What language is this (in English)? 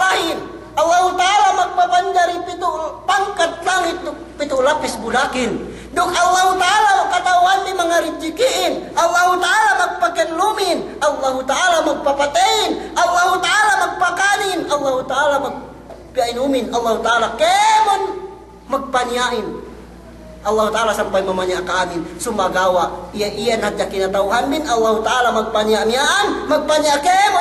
Yakan